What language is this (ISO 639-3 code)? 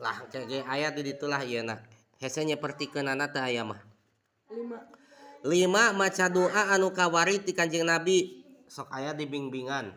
sun